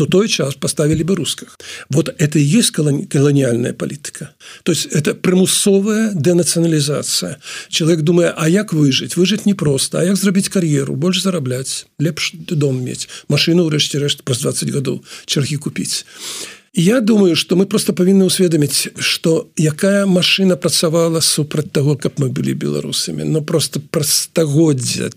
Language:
Belarusian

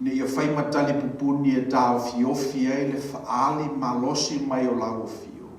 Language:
Samoan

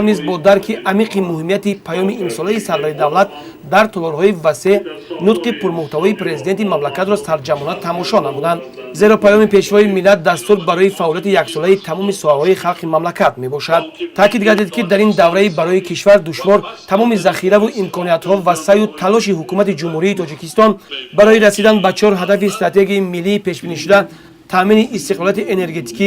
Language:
Tajik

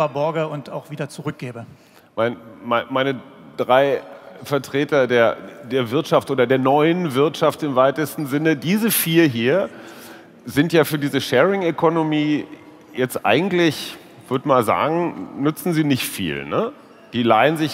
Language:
German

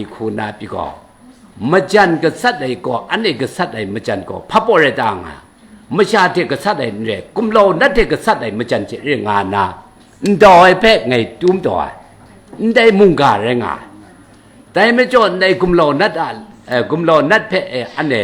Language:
Kachin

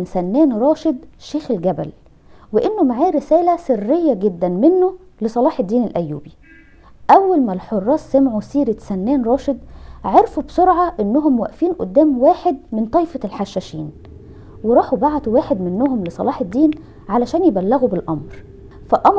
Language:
Egyptian Arabic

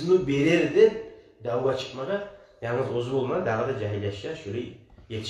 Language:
Kumyk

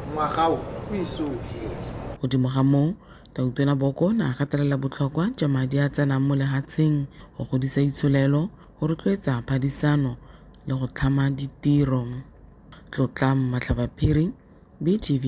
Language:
Tswana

